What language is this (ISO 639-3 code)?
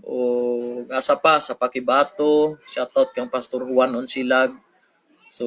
ceb